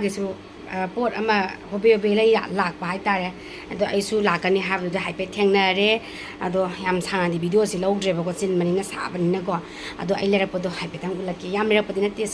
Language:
Manipuri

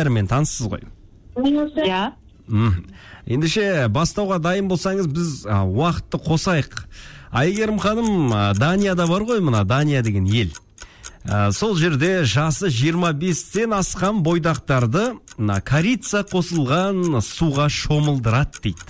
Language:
Kazakh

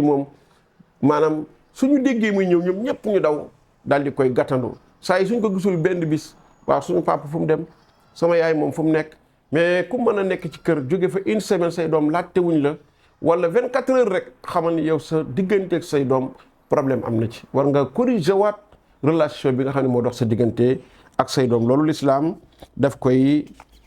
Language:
Wolof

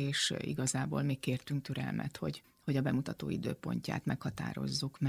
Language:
Hungarian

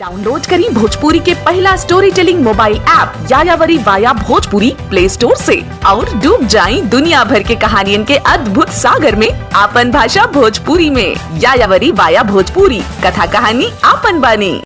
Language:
Bhojpuri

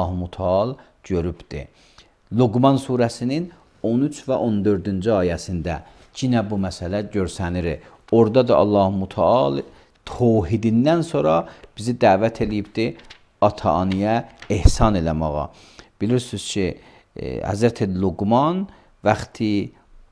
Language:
Azerbaijani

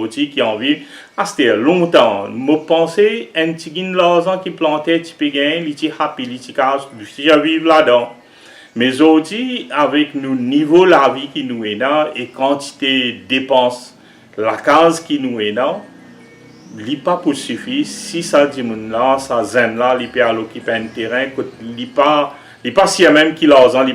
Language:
Morisyen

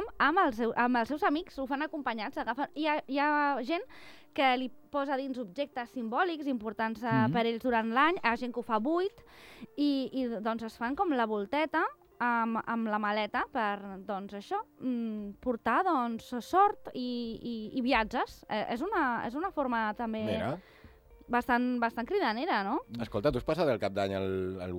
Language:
Catalan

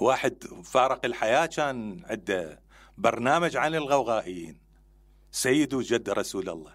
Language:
Mesopotamian Arabic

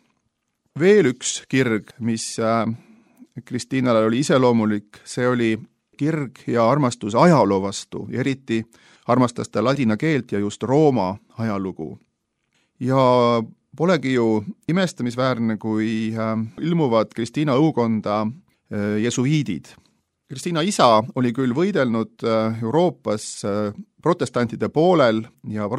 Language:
Estonian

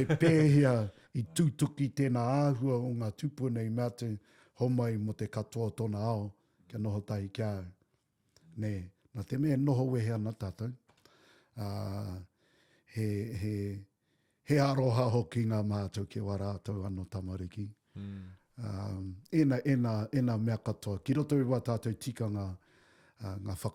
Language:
Māori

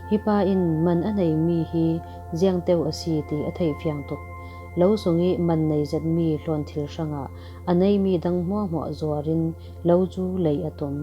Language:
Falam Chin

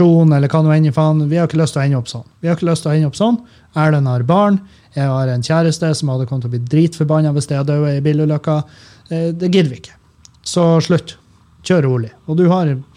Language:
Norwegian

